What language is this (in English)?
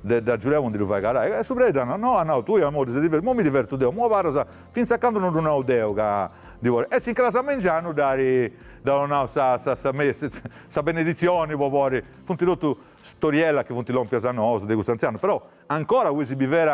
Sardinian